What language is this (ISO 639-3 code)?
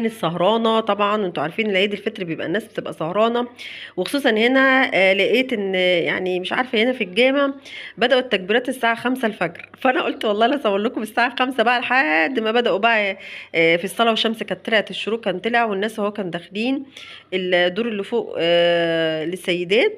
arz